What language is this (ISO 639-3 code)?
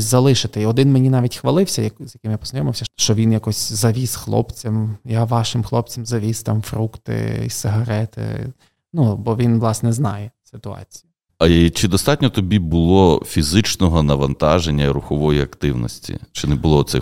ukr